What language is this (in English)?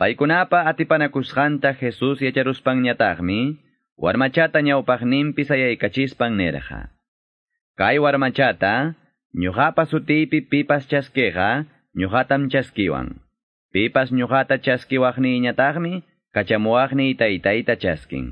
Ayacucho Quechua